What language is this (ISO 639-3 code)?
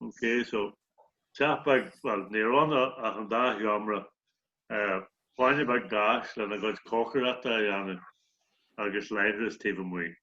gle